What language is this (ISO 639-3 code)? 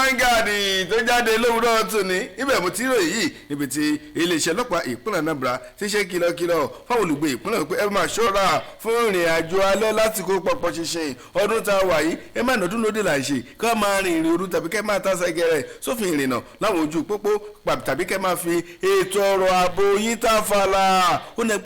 yor